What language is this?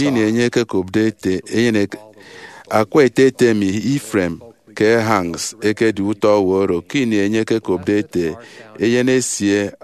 Efik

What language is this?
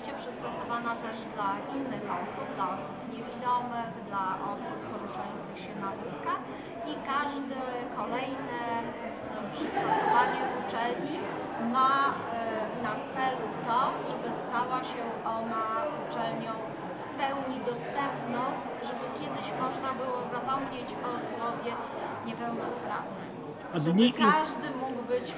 Polish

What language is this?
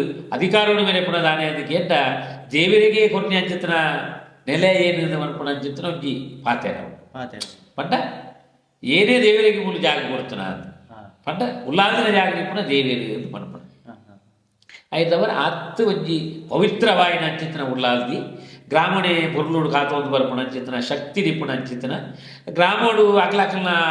Tulu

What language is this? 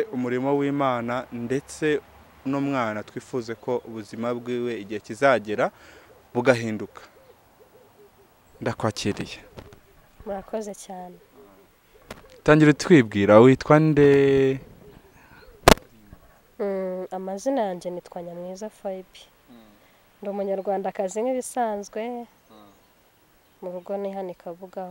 Kinyarwanda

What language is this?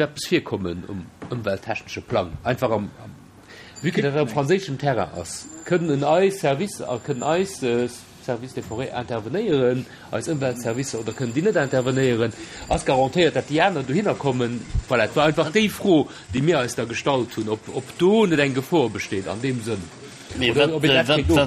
Luxembourgish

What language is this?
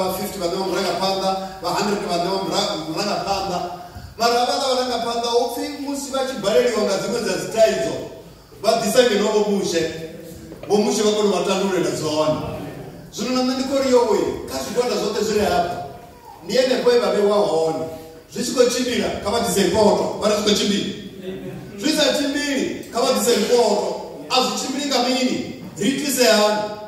Venda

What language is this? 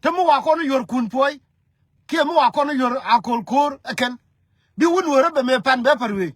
Nuer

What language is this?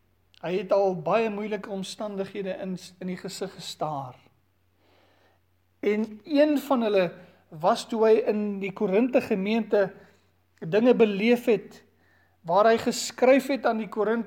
Afrikaans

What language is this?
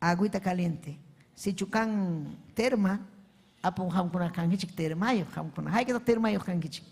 Ayacucho Quechua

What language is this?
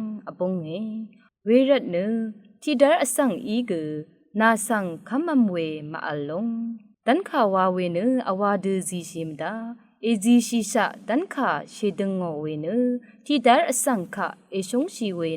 Rawang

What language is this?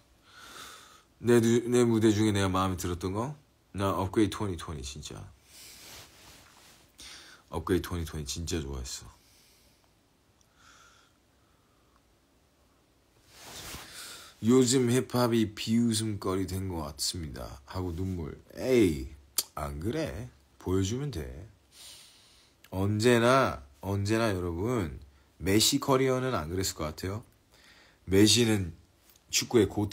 Korean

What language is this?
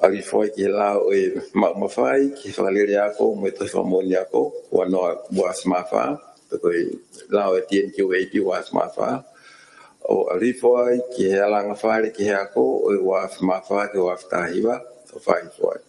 Tongan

